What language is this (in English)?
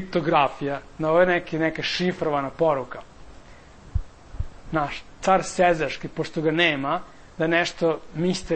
Serbian